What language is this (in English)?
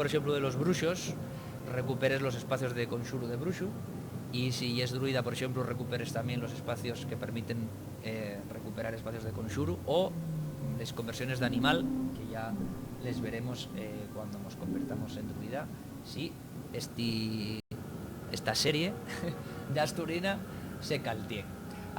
Asturian